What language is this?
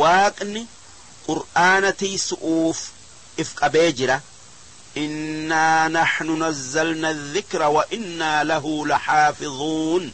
Oromo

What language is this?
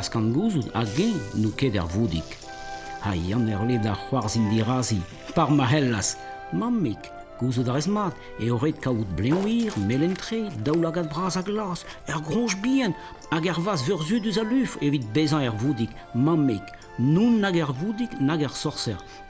Breton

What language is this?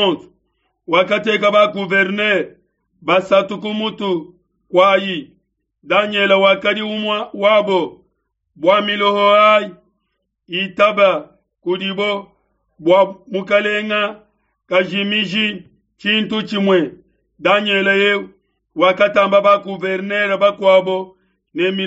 Luba-Lulua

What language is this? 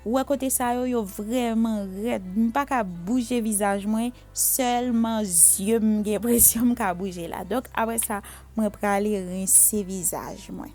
Haitian Creole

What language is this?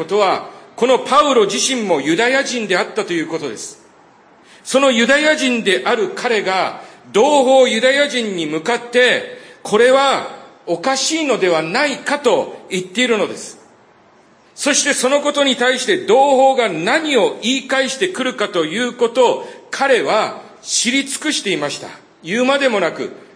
Japanese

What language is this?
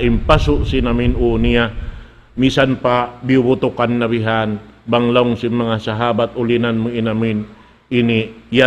Tausug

